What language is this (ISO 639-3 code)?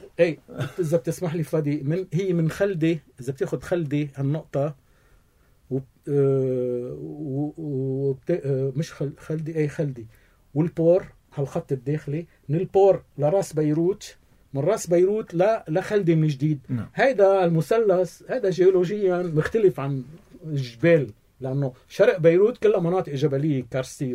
apc